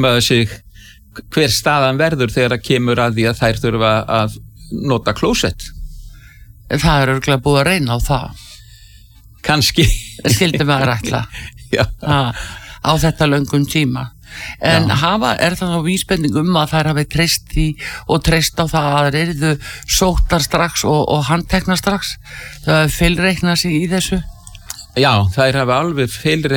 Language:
Icelandic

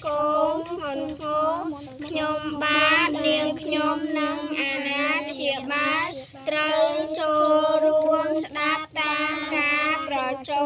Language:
Khmer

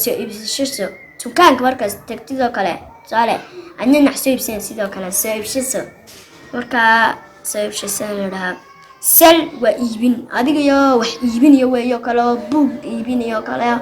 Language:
Somali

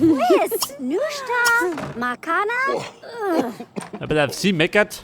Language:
Bavarian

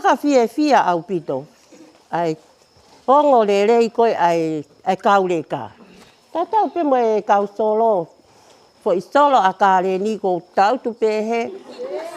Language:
Tongan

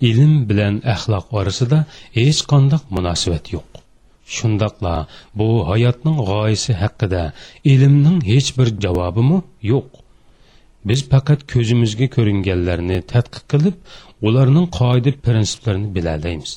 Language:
Uyghur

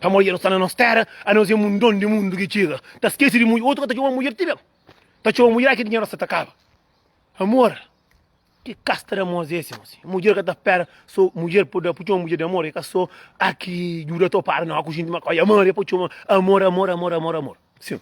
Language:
Kabuverdianu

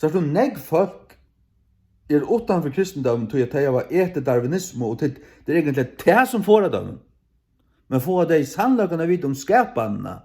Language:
Faroese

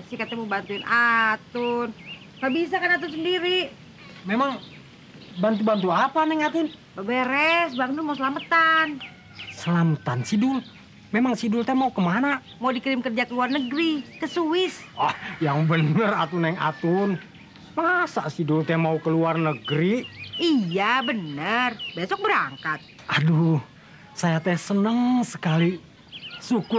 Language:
Betawi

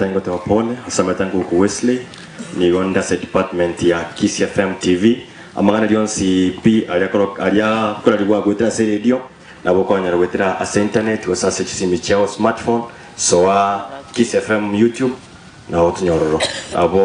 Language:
Gusii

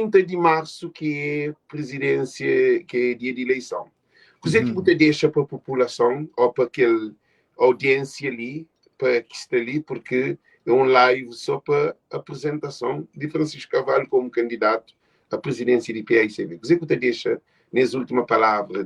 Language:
Kabuverdianu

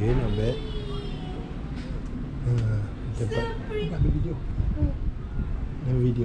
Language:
Malay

